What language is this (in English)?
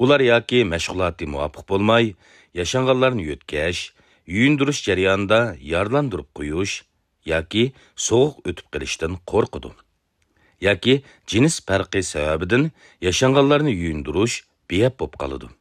Uyghur